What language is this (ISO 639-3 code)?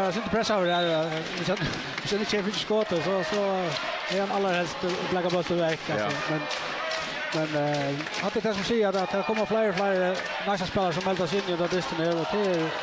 fao